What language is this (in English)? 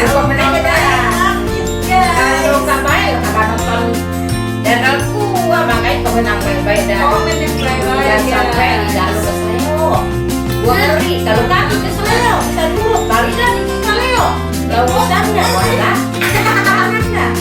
Betawi